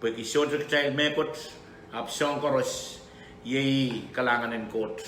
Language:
Pohnpeian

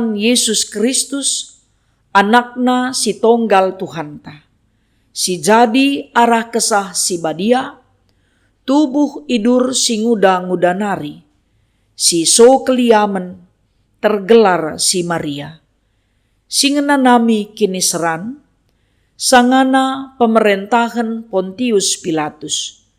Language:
Batak Karo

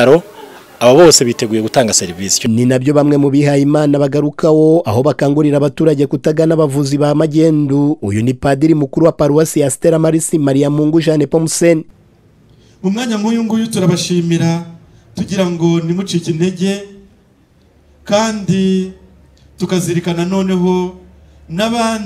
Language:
Kinyarwanda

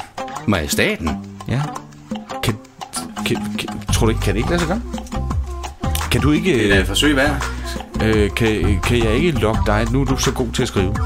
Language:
Danish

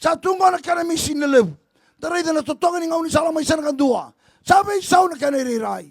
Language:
Fijian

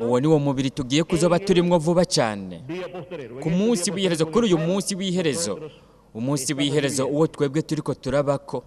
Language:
Rundi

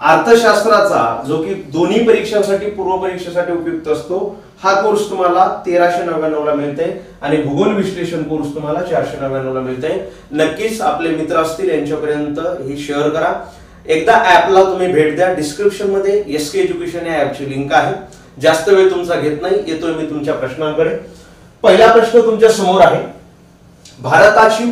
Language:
Marathi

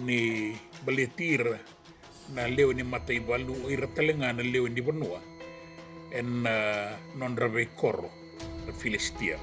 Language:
Fijian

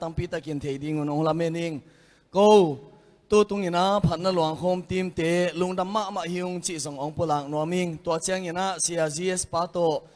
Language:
Tedim Chin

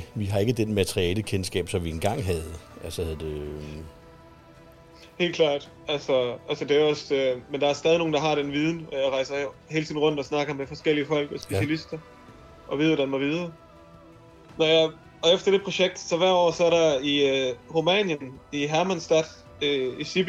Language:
Danish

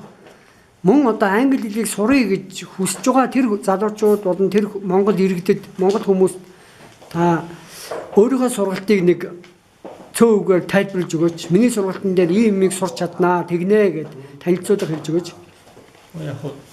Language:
Mongolian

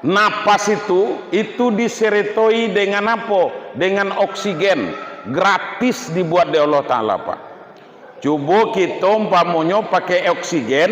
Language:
Minangkabau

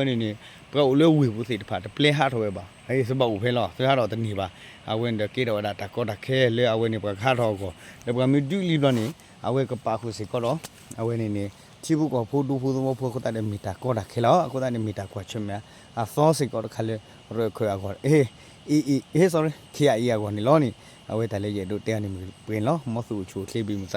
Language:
S'gaw Karen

